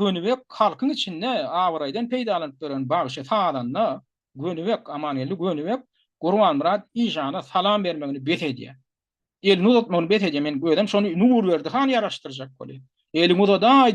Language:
Turkmen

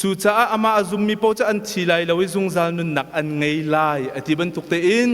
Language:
Hakha Chin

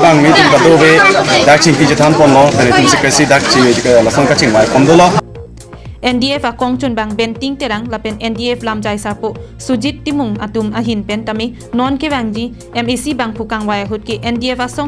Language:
Karbi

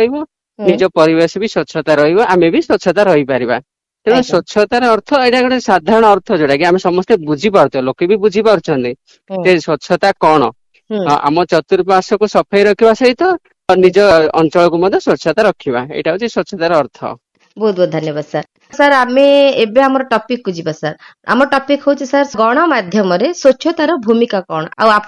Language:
Odia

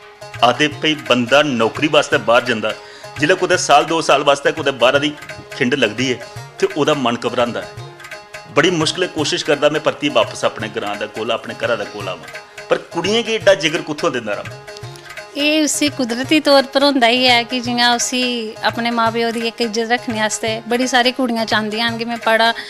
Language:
Dogri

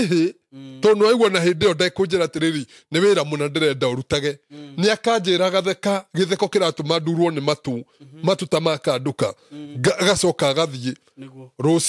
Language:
Kikuyu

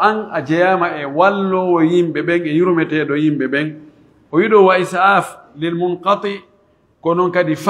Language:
Pular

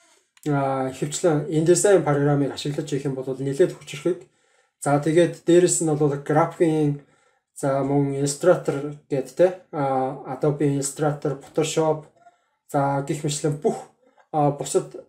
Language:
Mongolian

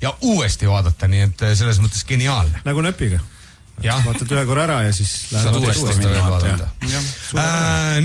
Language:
Estonian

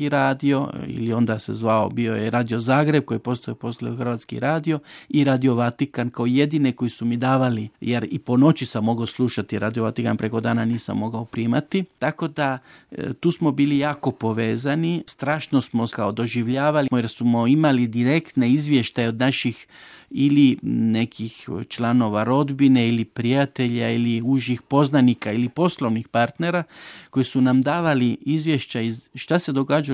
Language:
Croatian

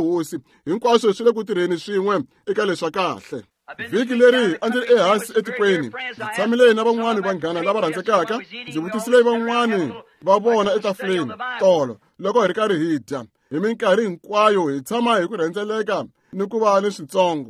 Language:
Tsonga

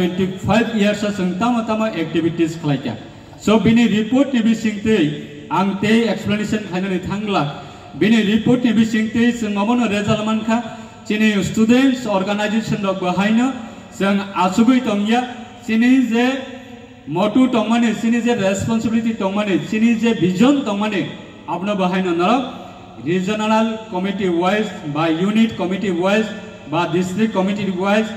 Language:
Riang (India)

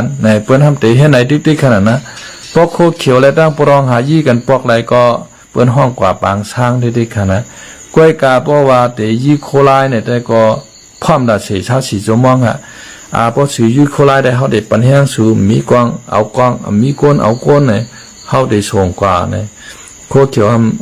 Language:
Shan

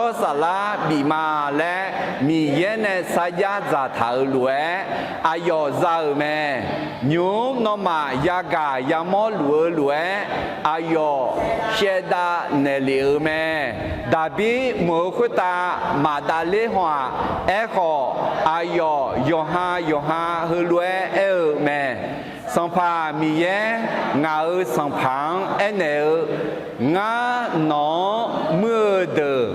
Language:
Akha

